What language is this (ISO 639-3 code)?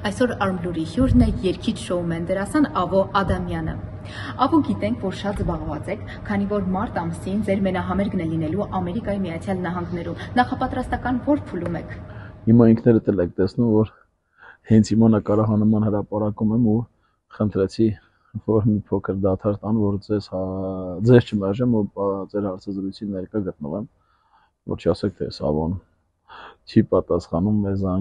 hye